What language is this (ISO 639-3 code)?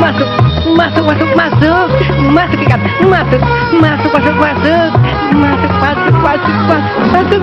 bew